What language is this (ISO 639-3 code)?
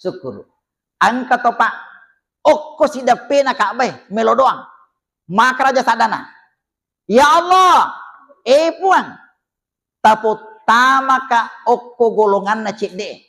bug